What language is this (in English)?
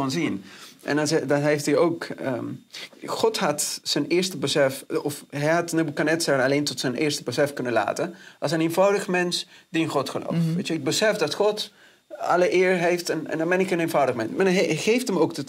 Dutch